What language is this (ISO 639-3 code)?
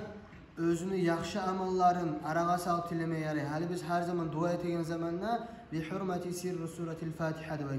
kum